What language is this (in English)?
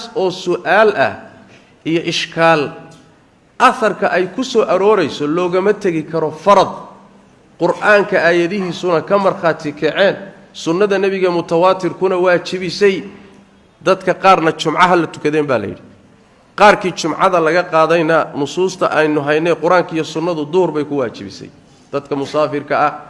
Somali